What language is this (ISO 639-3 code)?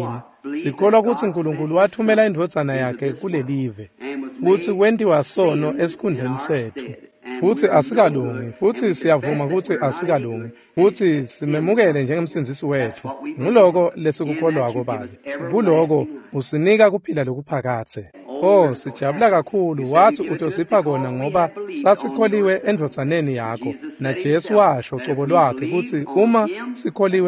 ssw